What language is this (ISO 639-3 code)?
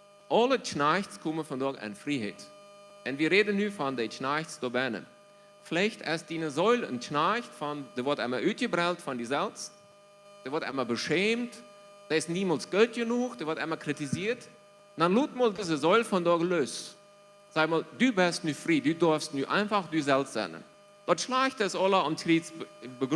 pdt